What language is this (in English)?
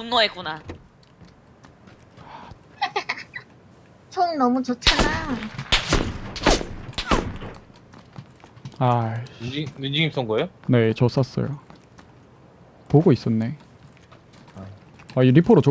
Korean